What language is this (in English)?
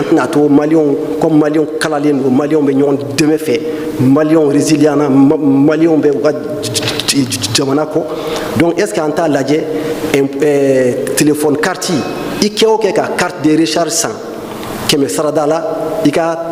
Bambara